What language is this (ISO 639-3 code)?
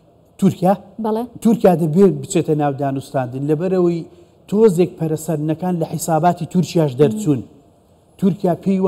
ckb